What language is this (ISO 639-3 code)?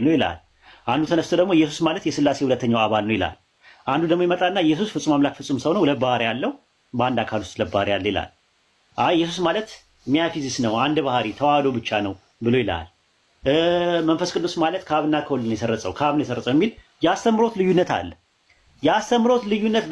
amh